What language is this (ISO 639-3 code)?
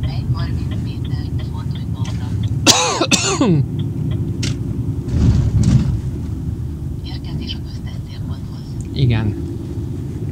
hun